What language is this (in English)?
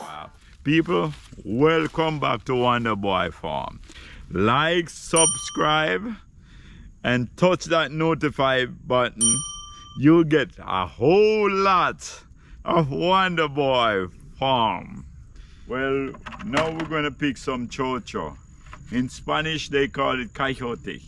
Jamaican Creole English